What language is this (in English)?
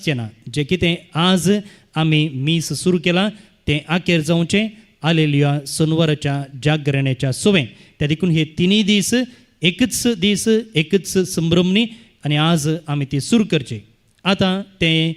Konkani